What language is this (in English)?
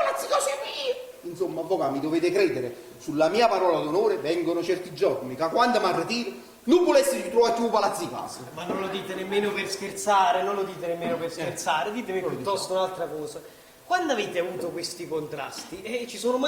Neapolitan